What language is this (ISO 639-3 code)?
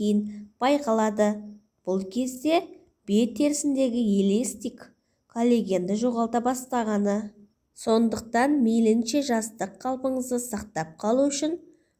kaz